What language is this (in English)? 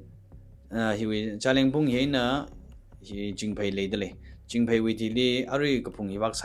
Tangkhul Naga (India)